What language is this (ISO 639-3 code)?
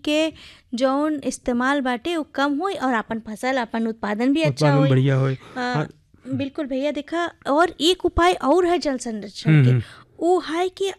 bho